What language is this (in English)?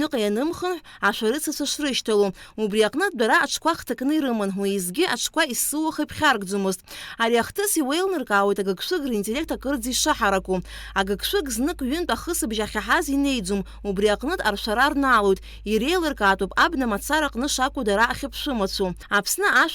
Abkhazian